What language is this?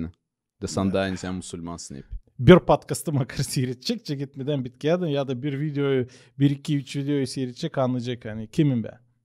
Gagauz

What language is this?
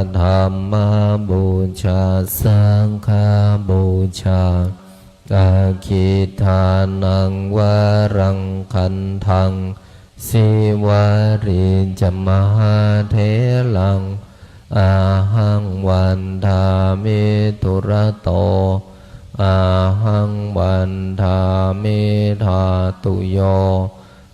Pali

